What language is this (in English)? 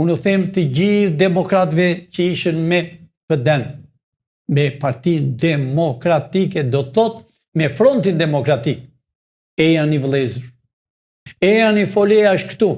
Albanian